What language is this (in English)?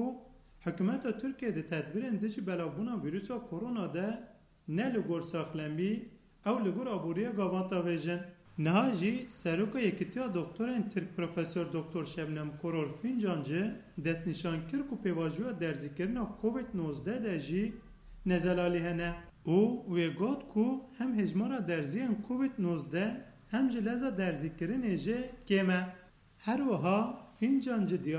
Kurdish